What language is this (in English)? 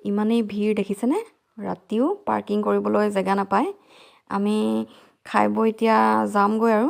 Assamese